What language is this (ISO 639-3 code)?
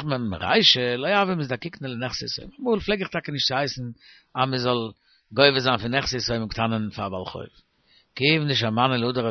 yid